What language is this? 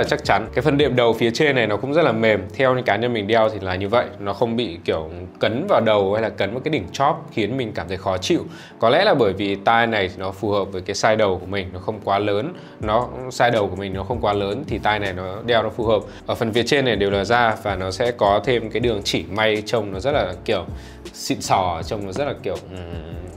Vietnamese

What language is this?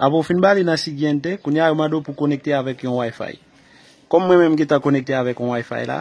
Haitian Creole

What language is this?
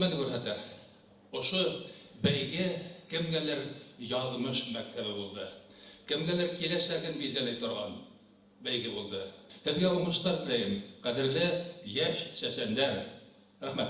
Bashkir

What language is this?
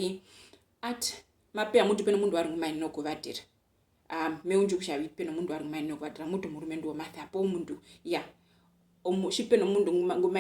Herero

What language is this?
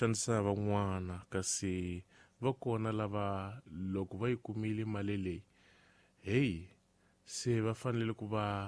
Tsonga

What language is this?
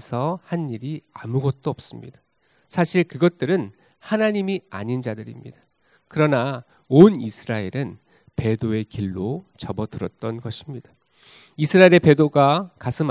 Korean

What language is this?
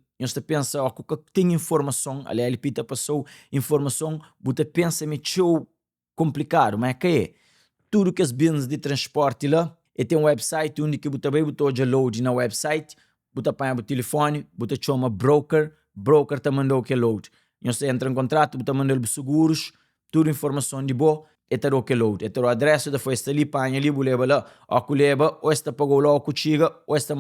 Kabuverdianu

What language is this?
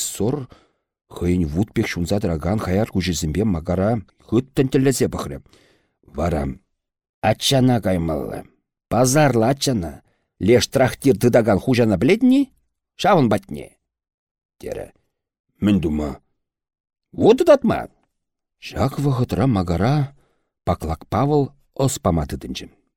Chuvash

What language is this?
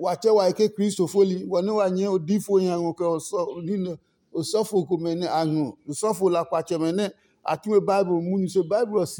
Adangme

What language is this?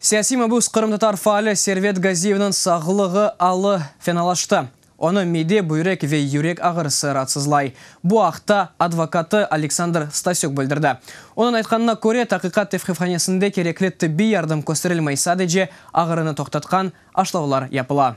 Crimean Tatar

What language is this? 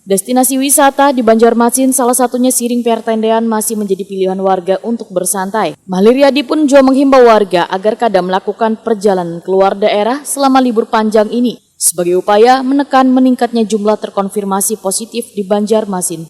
Banjar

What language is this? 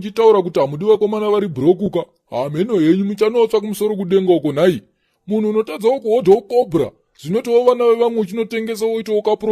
Shona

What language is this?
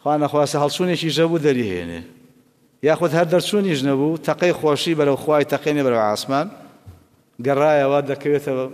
Central Kurdish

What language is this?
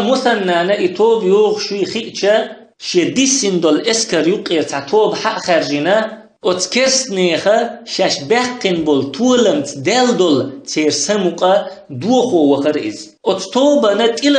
Chechen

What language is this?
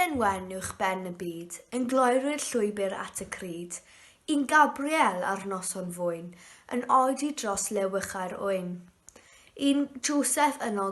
Welsh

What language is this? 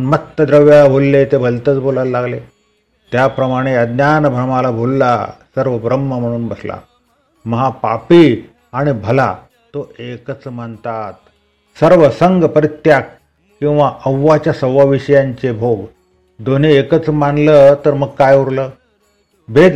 Marathi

